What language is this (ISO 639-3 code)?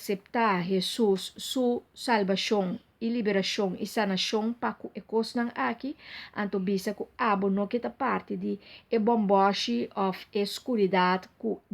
pap